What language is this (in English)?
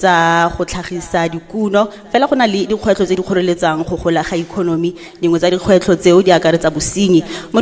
Tswana